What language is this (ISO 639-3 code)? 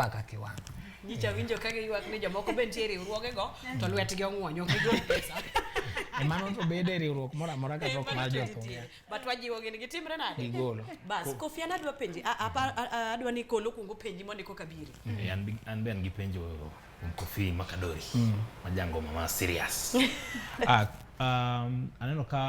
luo